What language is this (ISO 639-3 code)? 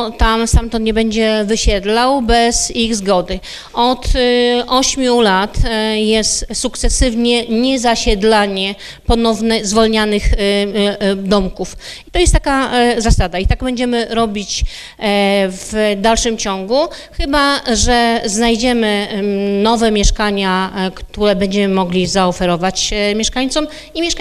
pol